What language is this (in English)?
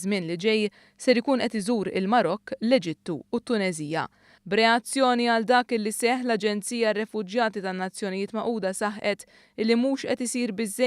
Maltese